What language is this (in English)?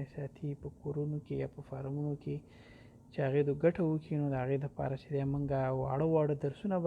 Pashto